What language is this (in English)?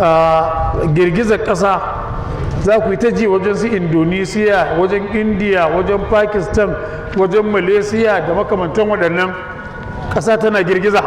Hausa